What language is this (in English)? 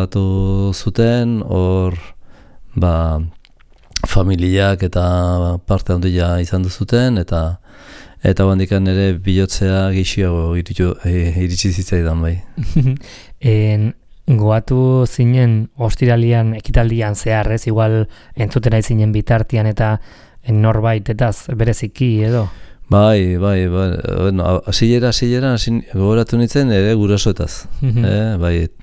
Basque